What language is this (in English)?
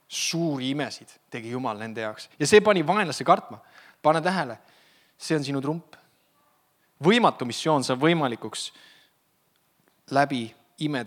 Estonian